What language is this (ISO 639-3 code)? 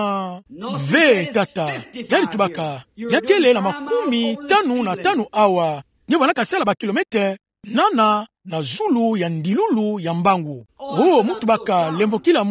ktu